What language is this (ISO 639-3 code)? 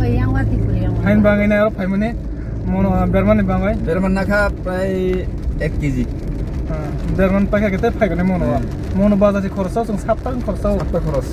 trp